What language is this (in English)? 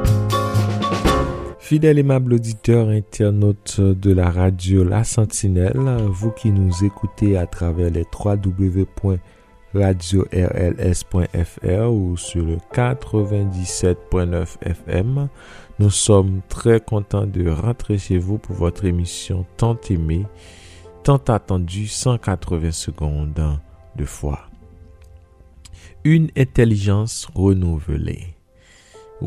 French